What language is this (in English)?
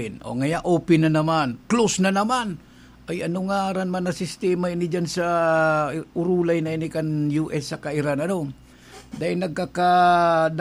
Bikol